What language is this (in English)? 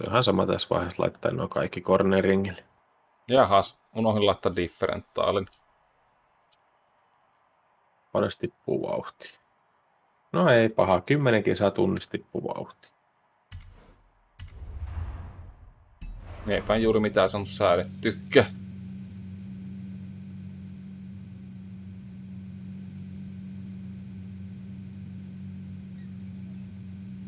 Finnish